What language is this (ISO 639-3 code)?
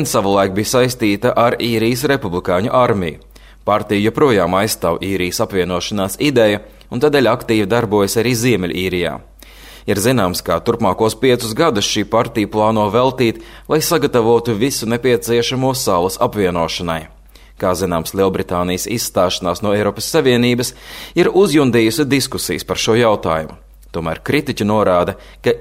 lav